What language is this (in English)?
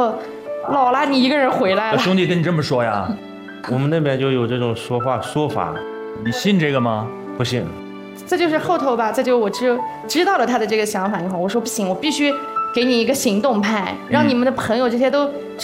Chinese